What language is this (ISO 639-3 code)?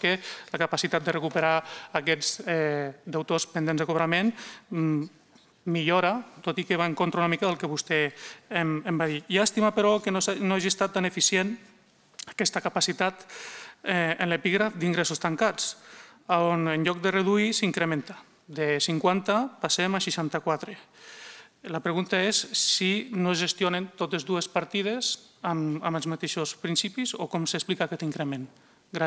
cat